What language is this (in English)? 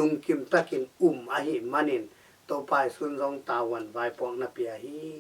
Tedim Chin